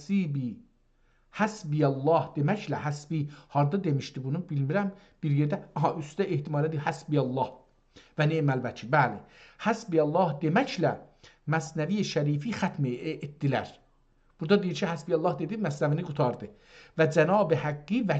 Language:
South Azerbaijani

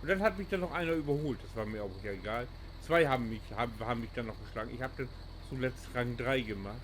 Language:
Low German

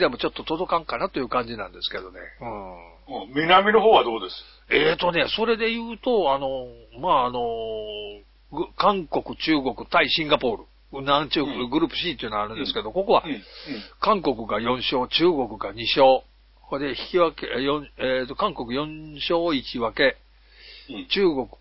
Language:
Japanese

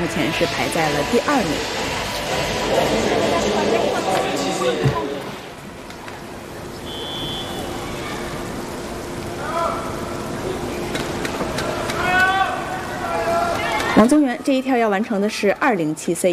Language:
Chinese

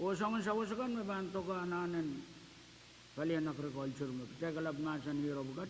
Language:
Pohnpeian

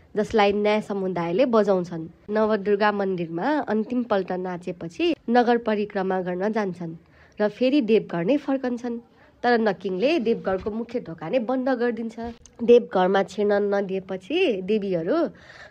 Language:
Nepali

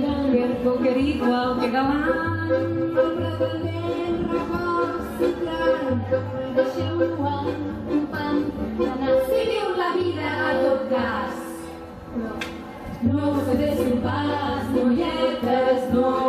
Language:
Catalan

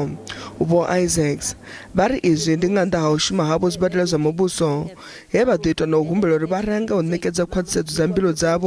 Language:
Venda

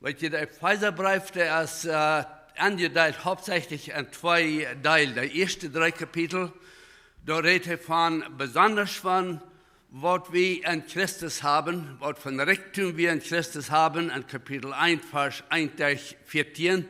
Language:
Plautdietsch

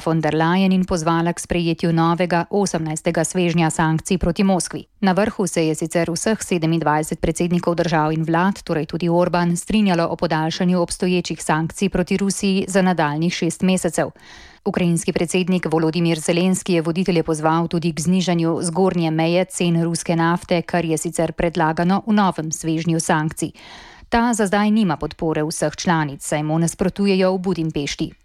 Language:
Slovenian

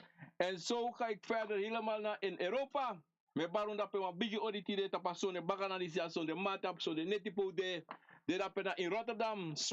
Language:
Sranan Tongo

